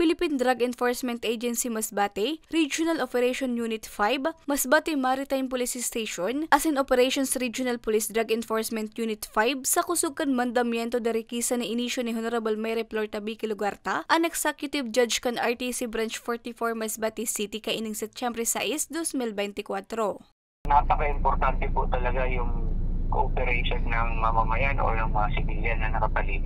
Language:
Bikol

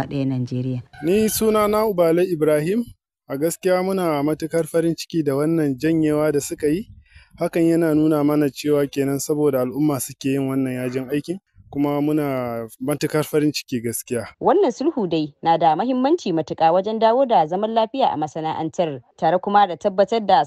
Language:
Hausa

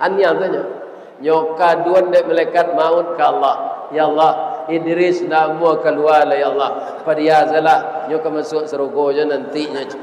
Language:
Minangkabau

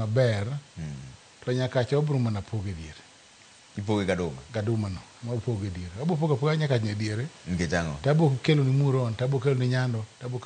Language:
Luo (Kenya and Tanzania)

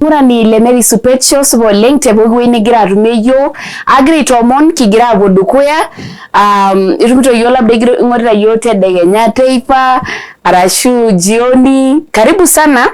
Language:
Masai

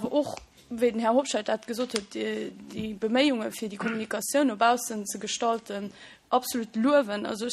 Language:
Luxembourgish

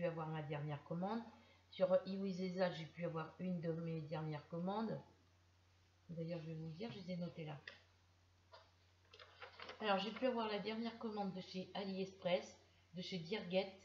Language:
French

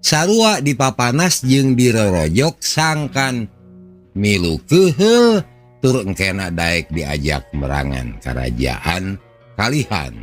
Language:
Sundanese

